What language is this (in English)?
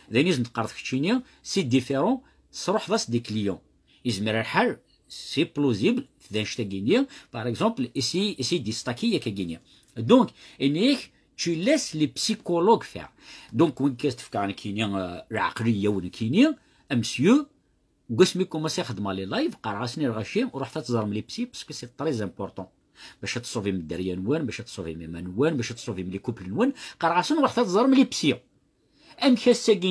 Kabyle